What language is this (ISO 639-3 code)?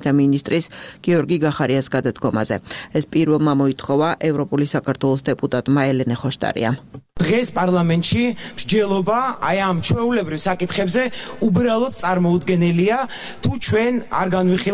kat